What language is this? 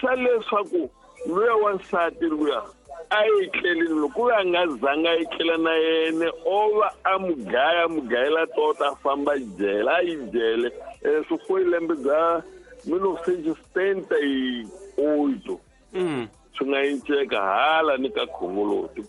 Tsonga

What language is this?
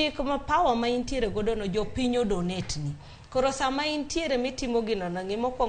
Luo (Kenya and Tanzania)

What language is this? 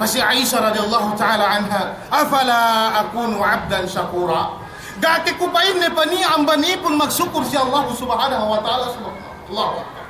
Yakan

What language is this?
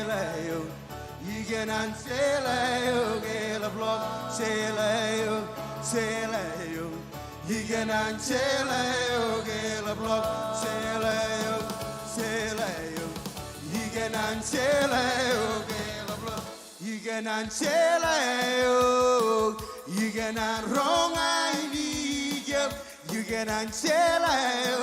Marshallese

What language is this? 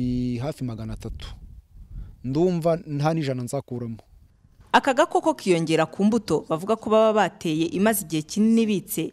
Kinyarwanda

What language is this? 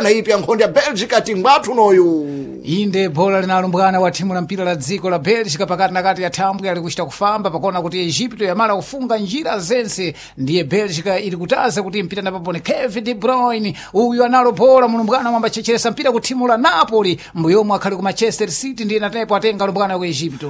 Sena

